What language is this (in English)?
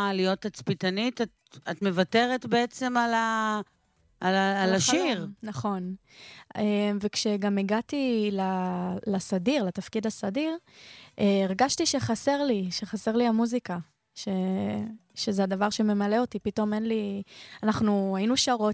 Hebrew